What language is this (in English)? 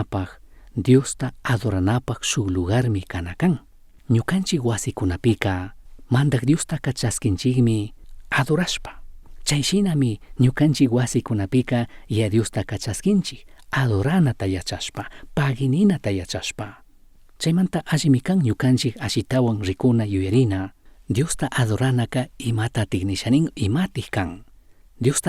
Chimborazo Highland Quichua